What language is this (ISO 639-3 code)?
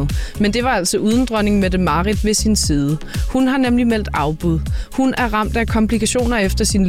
dan